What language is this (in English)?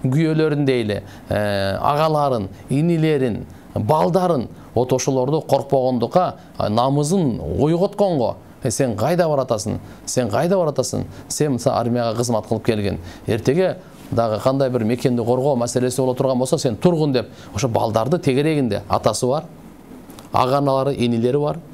Kyrgyz